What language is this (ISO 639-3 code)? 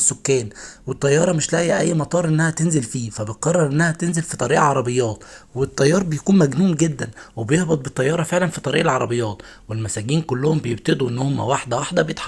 arz